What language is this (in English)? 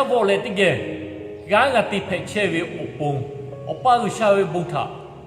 Lahu